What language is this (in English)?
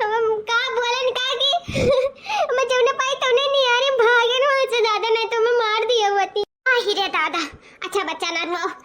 Awadhi